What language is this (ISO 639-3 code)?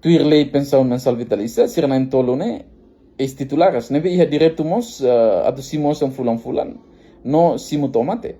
tet